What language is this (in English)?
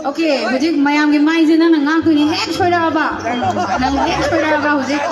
Manipuri